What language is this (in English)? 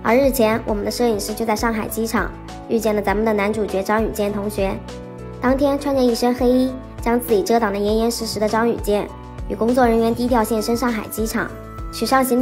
Chinese